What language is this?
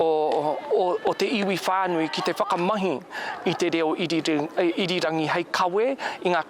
Māori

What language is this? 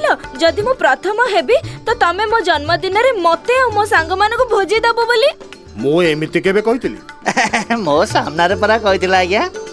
Odia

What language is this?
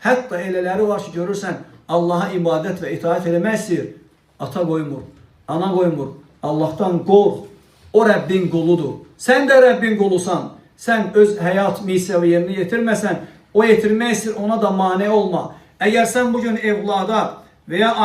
Azerbaijani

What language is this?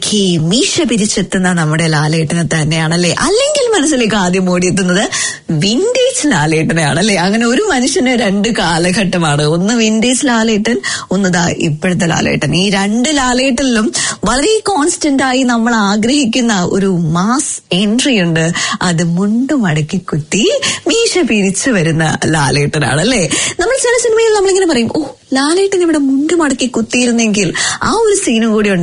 Malayalam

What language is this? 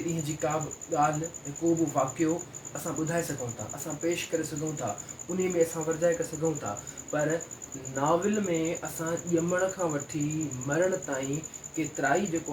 Sindhi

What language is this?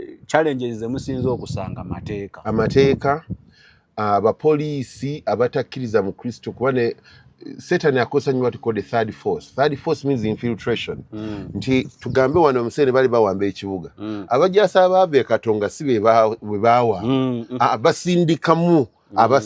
Ganda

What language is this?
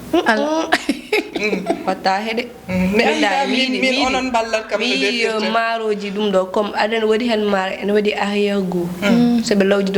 Fula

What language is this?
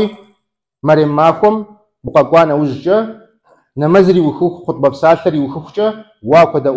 Kabardian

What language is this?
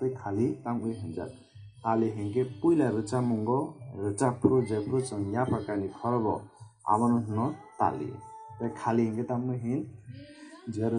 Kok Borok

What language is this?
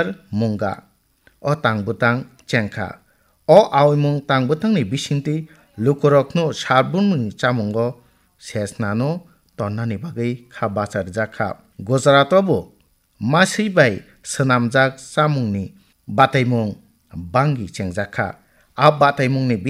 Kok Borok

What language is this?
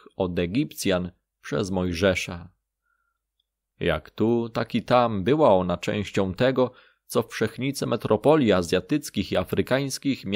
Polish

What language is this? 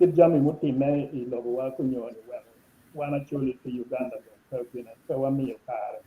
Acoli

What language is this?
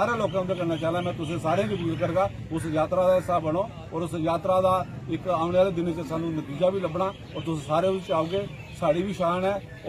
Dogri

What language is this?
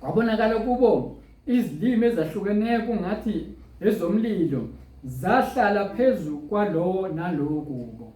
Zulu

